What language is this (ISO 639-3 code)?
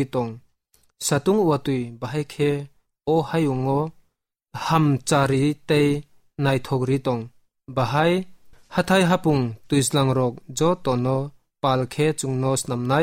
trp